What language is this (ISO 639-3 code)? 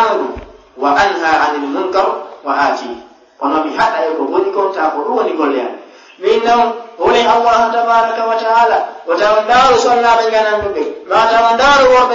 ful